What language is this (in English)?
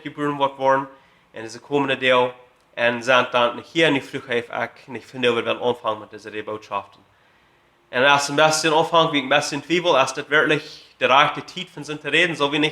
Plautdietsch